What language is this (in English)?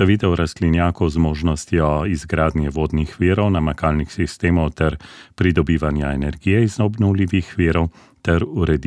Slovenian